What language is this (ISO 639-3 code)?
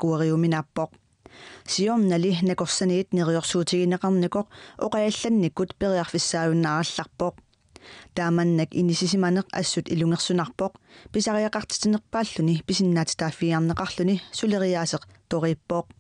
kal